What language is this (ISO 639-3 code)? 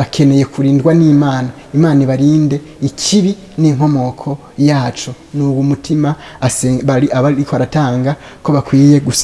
run